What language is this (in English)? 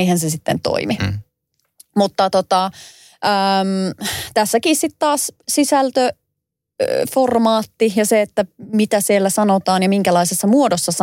Finnish